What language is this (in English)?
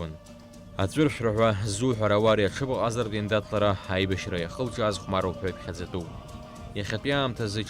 Abkhazian